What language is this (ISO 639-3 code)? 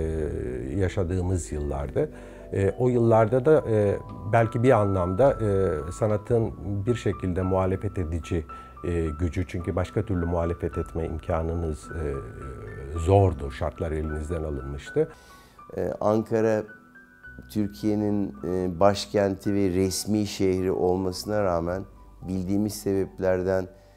tur